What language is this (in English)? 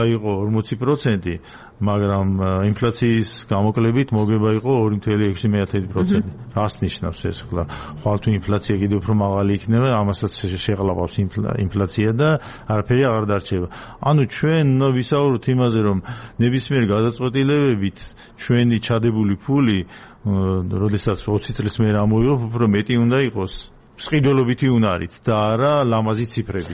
Georgian